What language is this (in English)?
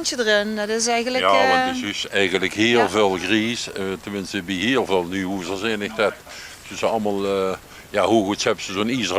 Limburgish